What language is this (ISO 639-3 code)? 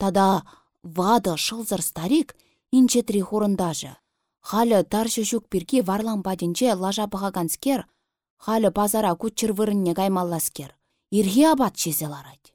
chv